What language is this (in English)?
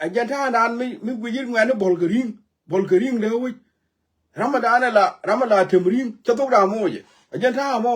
Nuer